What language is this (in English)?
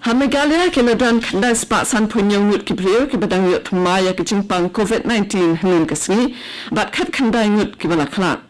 Khasi